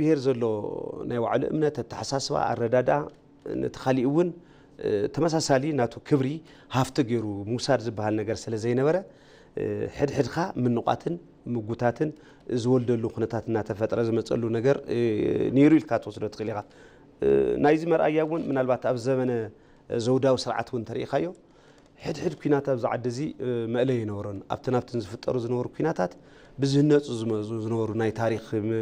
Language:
Tigrinya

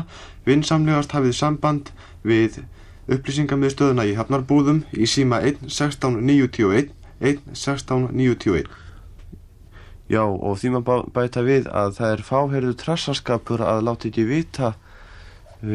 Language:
Icelandic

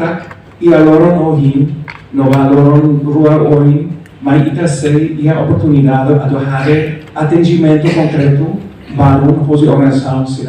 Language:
Tetum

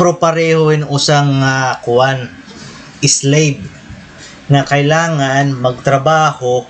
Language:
Waray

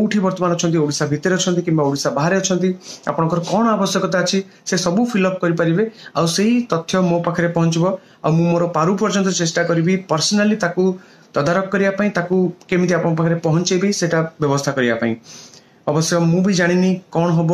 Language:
Odia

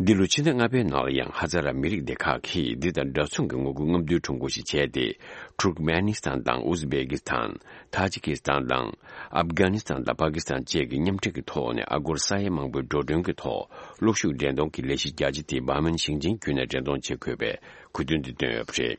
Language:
Tibetan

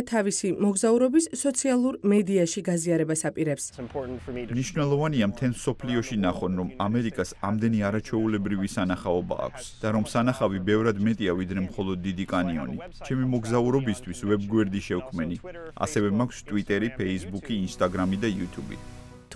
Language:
Georgian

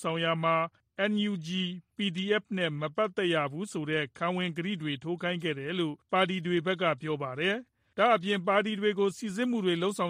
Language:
Burmese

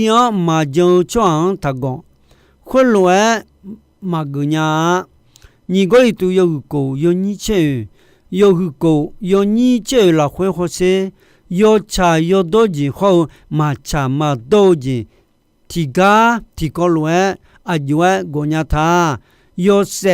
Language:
Akha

